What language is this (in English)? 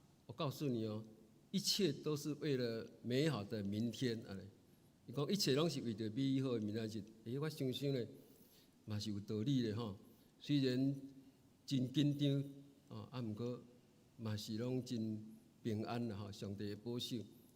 Min Nan Chinese